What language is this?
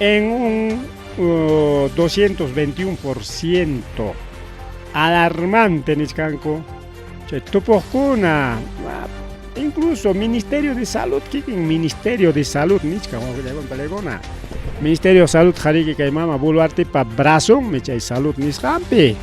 Ayacucho Quechua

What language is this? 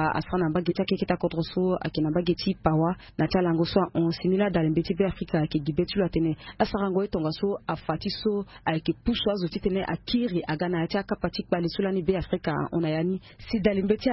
Sango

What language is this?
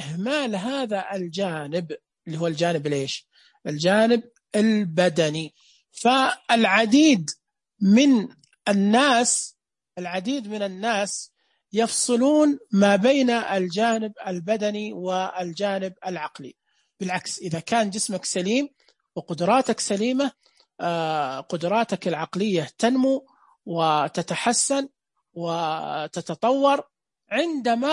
Najdi Arabic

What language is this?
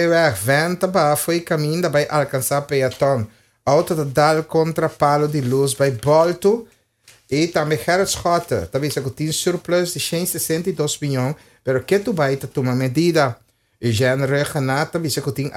Papiamento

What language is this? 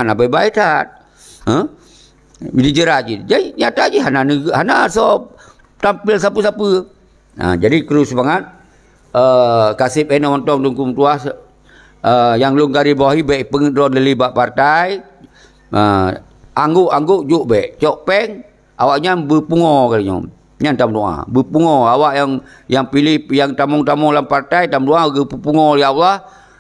Achinese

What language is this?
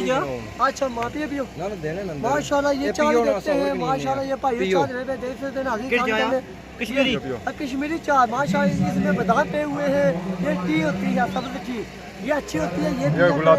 Pahari-Potwari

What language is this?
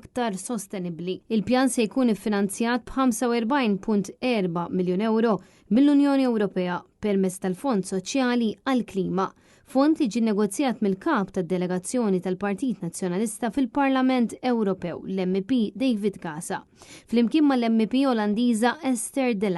Maltese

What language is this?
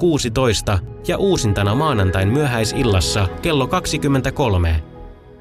Finnish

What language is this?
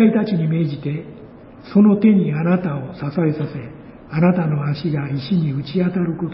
Japanese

